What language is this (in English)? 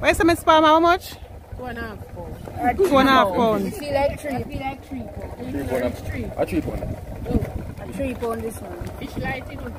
Jamaican Creole English